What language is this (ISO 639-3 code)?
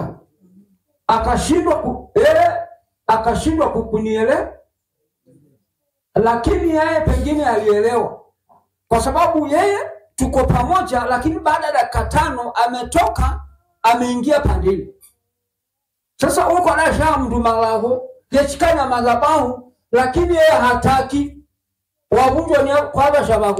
swa